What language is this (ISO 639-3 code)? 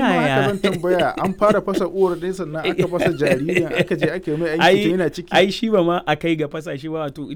hau